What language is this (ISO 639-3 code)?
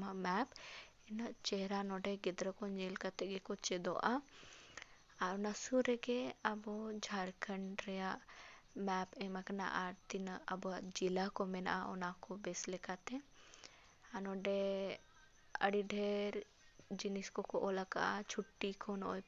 sat